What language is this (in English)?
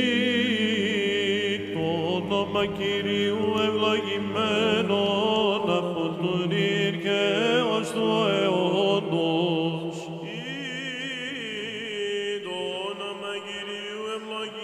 Greek